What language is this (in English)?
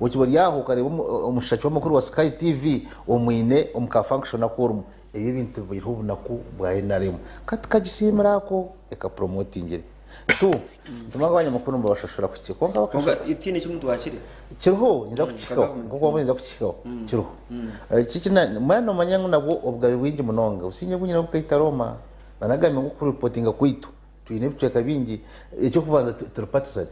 Nyankole